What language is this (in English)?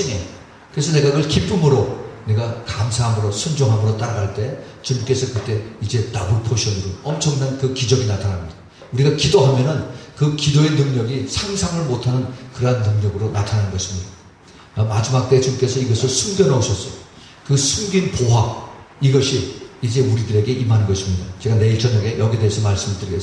Korean